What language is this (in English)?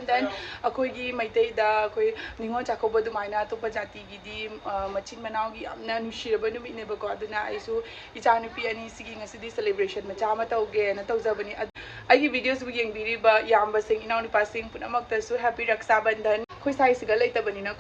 Manipuri